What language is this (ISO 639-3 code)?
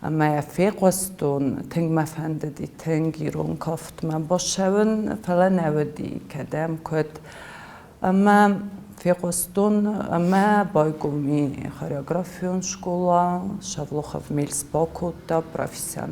oss